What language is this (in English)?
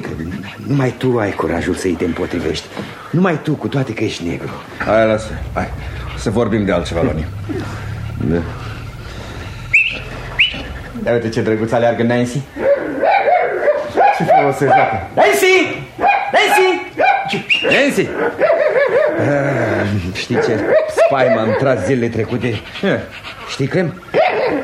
Romanian